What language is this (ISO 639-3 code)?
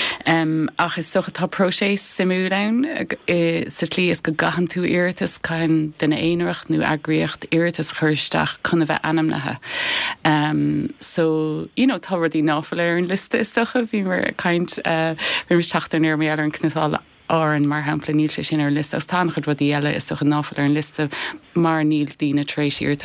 gle